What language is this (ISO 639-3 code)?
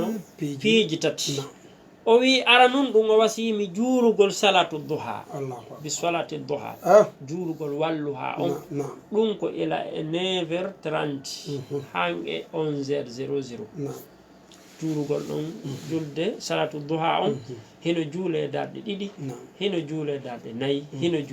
ful